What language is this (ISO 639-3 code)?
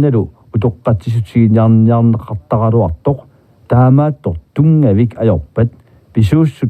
kal